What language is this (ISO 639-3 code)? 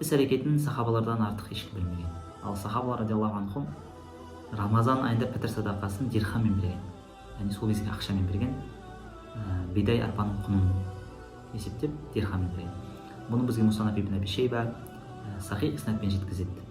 kaz